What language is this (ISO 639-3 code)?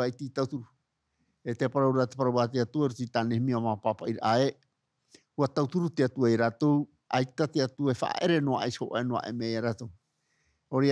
tah